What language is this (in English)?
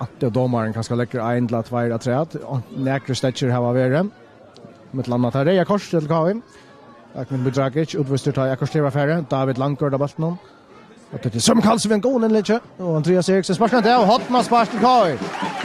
Faroese